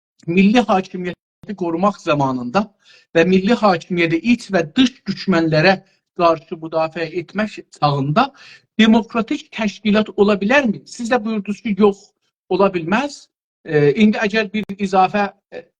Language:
South Azerbaijani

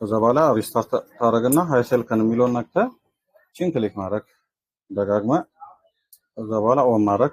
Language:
Amharic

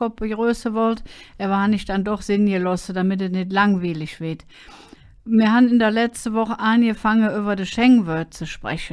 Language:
Colognian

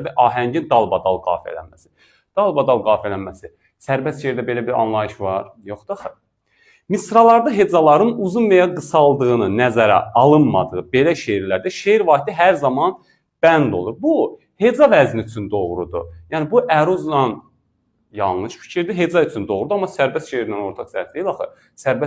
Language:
Azerbaijani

